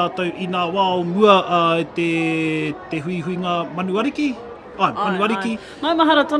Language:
Māori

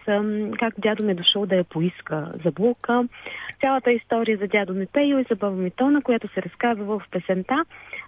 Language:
Bulgarian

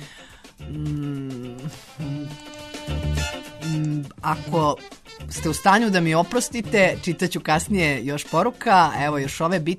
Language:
Serbian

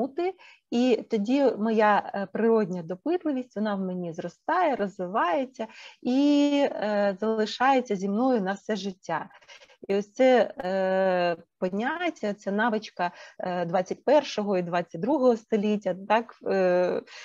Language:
Ukrainian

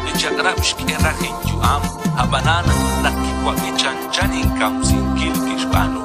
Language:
Kekchí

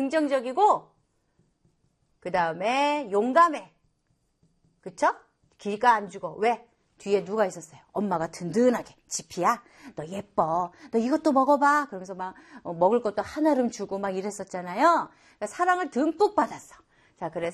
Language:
Korean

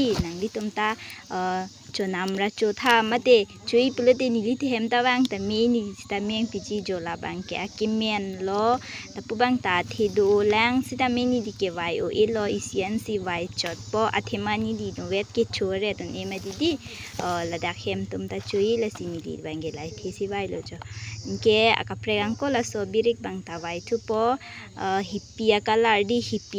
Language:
Karbi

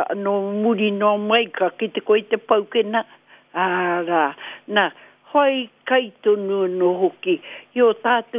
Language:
Māori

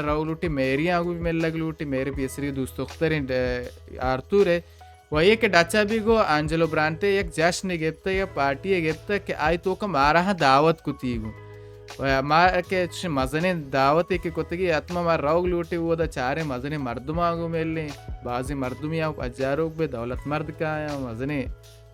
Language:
Baluchi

